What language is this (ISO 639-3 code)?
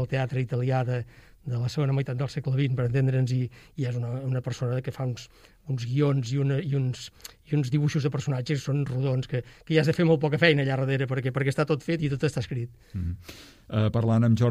cat